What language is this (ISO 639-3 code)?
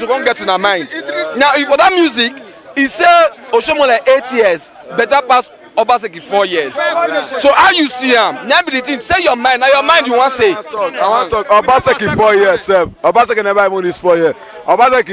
pcm